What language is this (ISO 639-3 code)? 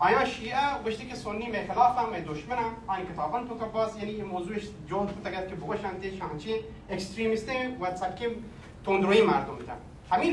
bal